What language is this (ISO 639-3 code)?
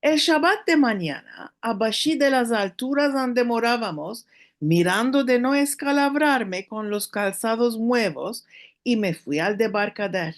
lad